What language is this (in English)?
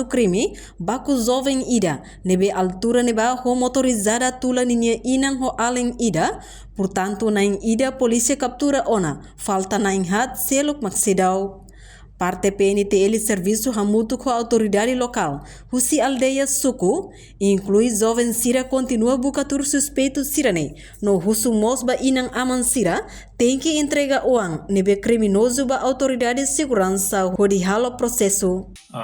Tetum